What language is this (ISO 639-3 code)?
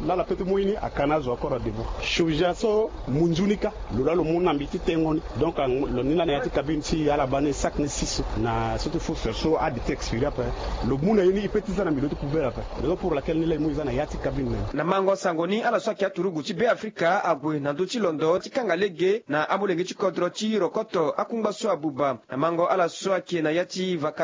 sag